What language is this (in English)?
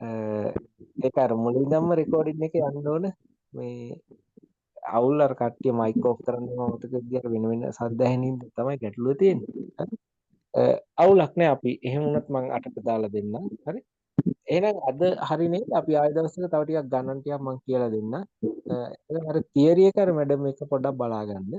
Sinhala